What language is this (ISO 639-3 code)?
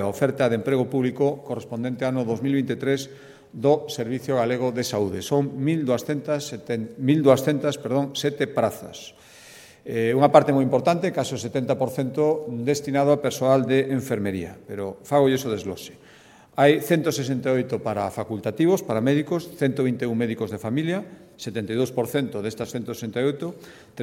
glg